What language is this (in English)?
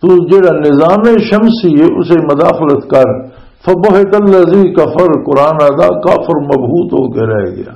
Western Panjabi